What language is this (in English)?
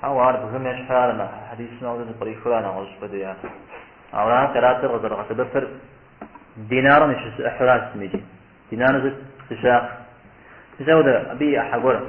Kabardian